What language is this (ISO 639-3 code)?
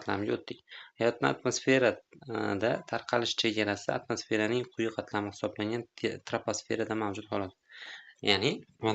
uzb